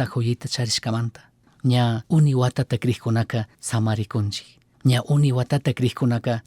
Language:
Chimborazo Highland Quichua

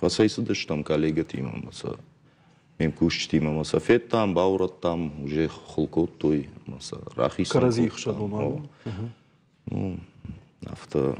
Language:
Ossetic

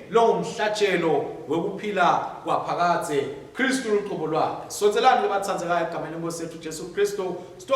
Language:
Swati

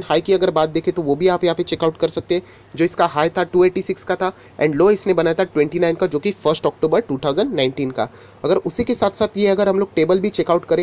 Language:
Hindi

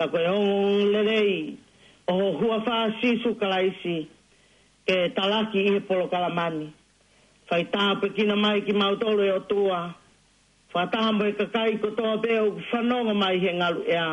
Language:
Tongan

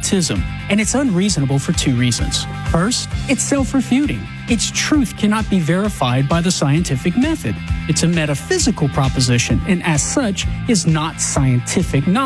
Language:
English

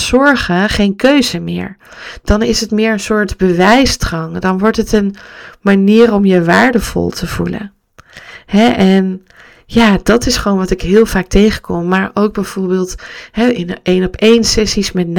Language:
Dutch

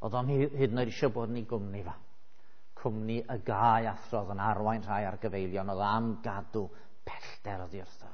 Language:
Welsh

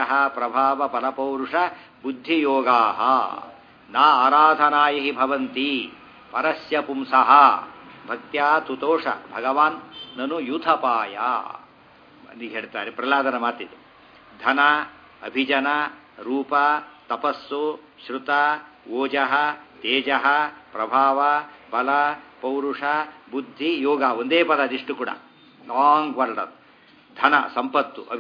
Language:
Kannada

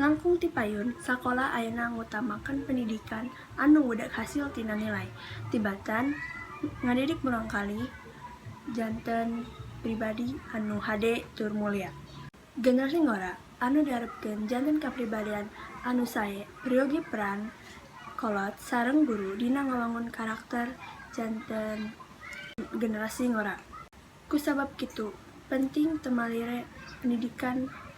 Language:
Sundanese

